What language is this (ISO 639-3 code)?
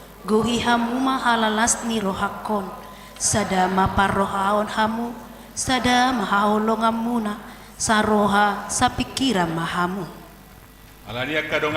bbc